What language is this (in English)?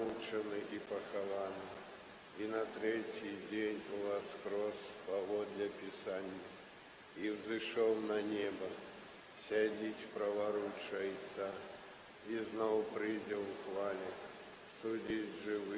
Belarusian